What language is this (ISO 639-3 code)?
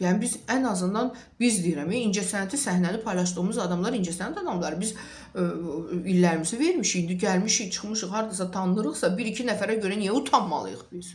aze